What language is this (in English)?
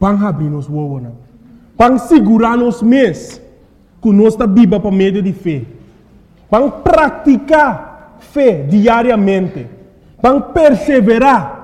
Papiamento